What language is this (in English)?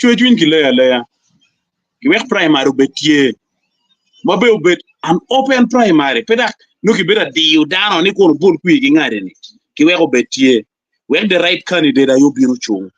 Acoli